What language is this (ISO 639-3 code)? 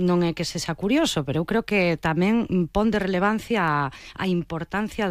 glg